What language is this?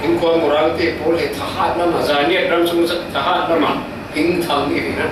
Falam Chin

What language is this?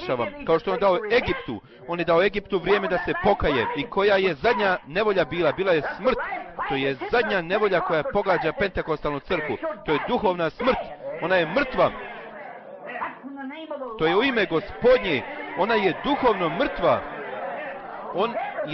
Bosnian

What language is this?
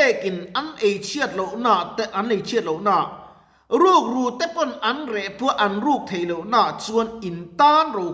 Mizo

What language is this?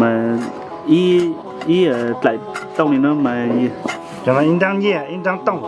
Hmong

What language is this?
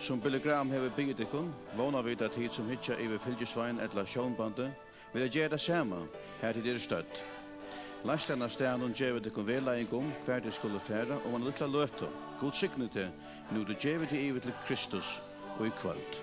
Faroese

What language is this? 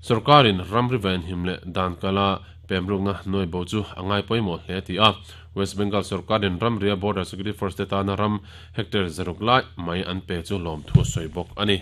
Mizo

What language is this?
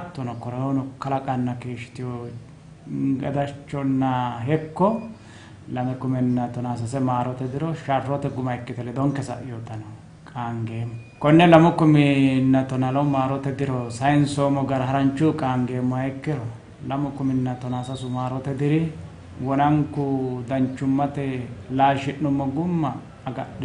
Sidamo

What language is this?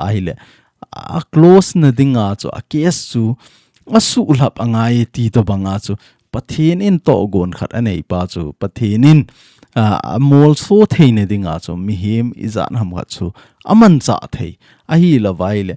Thado Chin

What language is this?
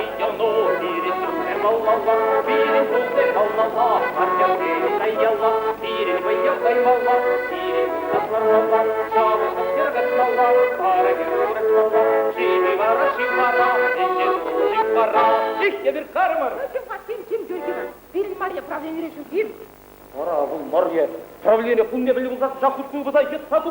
Chuvash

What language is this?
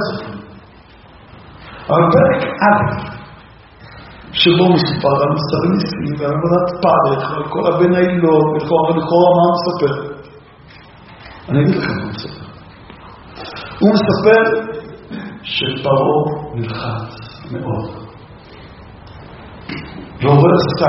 Hebrew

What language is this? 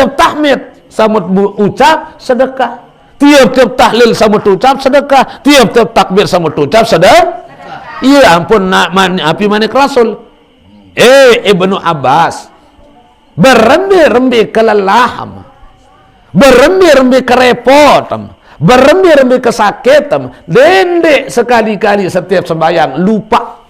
Sasak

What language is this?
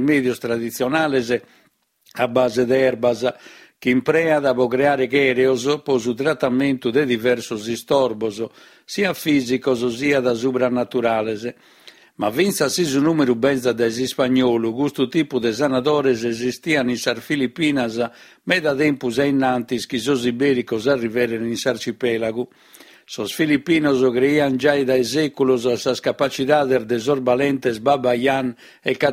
Sardinian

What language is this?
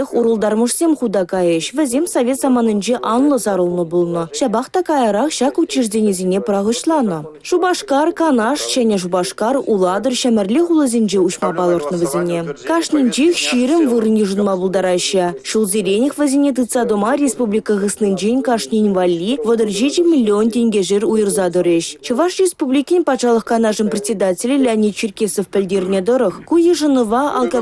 Chuvash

